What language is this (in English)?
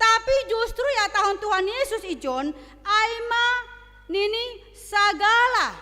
Batak Simalungun